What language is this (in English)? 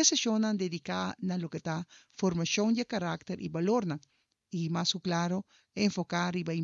Papiamento